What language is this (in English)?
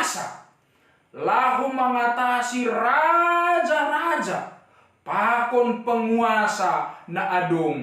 Batak Simalungun